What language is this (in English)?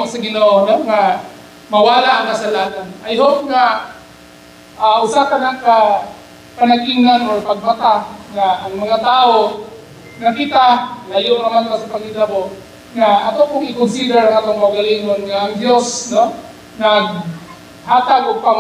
Cebuano